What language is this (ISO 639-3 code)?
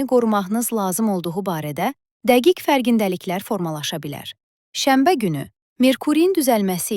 aze